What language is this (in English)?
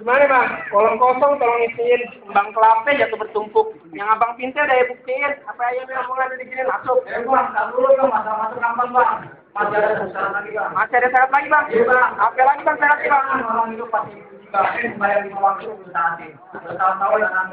Betawi